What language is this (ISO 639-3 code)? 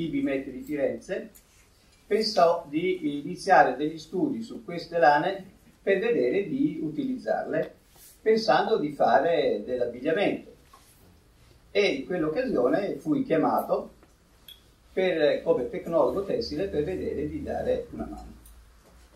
ita